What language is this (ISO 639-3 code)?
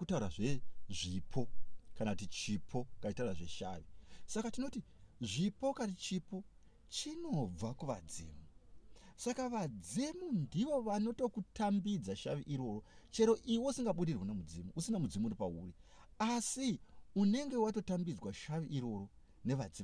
sna